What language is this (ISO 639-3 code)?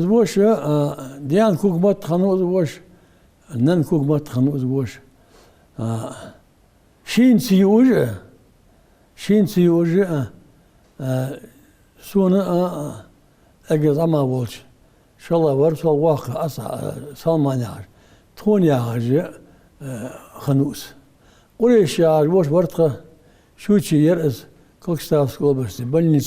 inh